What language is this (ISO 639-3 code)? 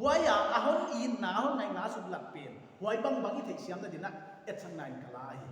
pck